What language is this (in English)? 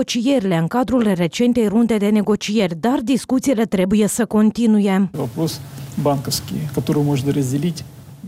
Romanian